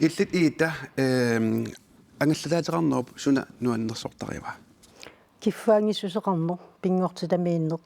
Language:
Kalaallisut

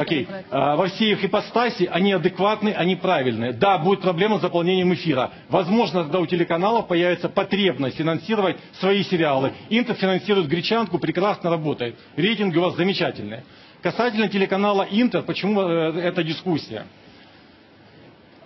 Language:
Russian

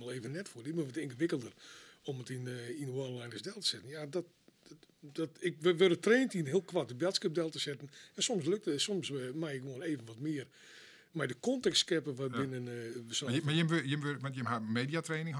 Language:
Western Frisian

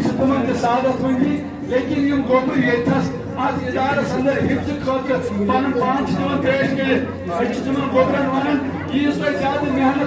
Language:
Kashmiri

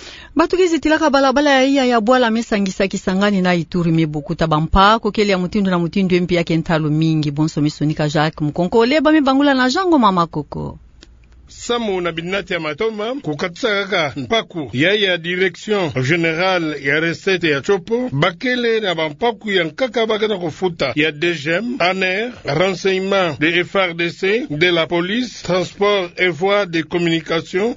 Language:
Kituba (Democratic Republic of Congo)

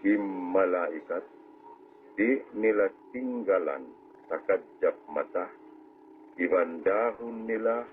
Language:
Tausug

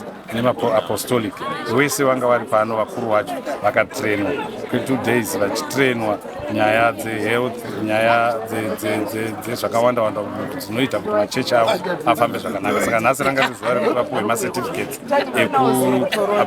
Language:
Shona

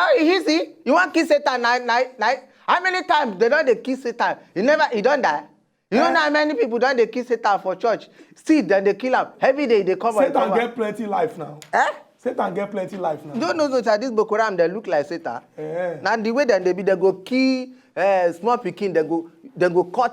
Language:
Nigerian Pidgin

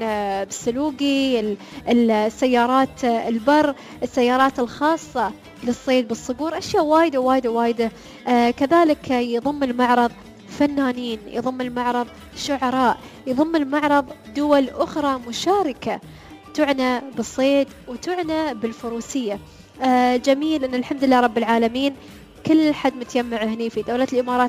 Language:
Gulf Arabic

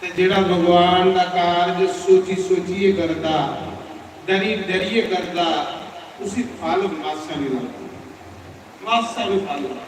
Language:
Dogri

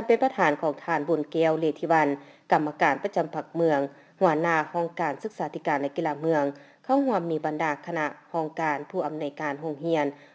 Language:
Lao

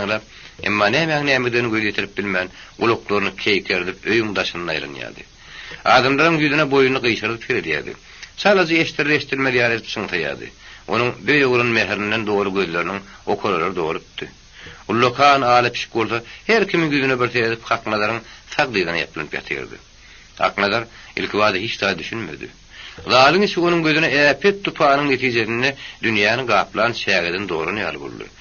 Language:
Turkmen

